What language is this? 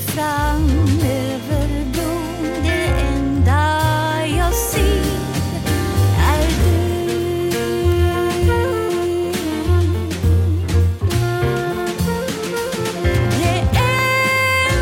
Swedish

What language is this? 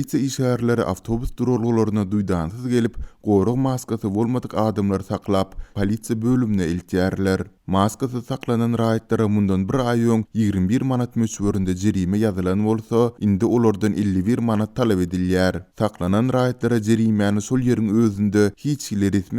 Turkmen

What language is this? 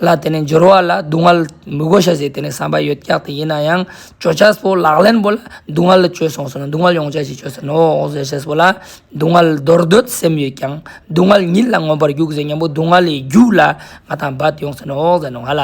Ladakhi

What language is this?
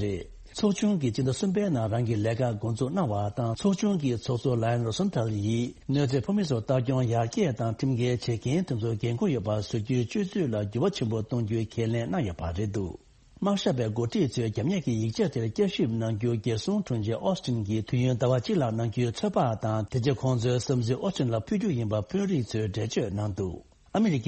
Tibetan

